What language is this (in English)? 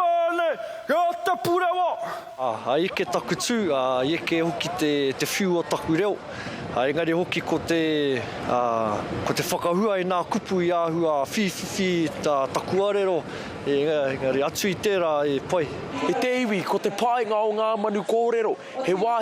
Māori